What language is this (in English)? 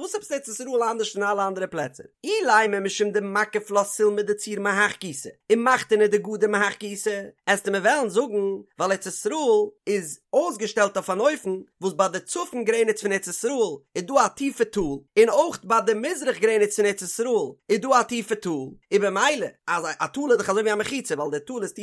Yiddish